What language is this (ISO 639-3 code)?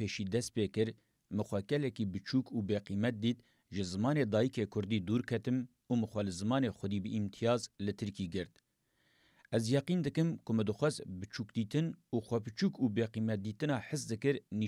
kur